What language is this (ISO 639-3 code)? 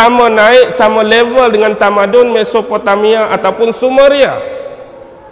msa